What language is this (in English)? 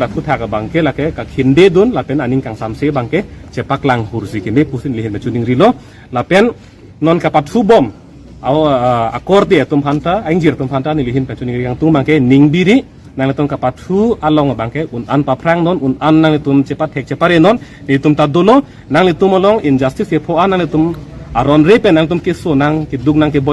Karbi